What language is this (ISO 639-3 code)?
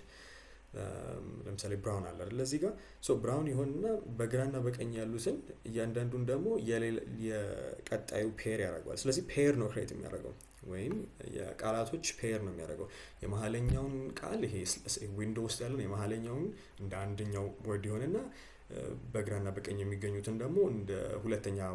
amh